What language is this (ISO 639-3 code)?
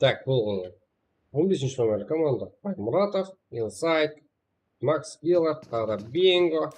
kaa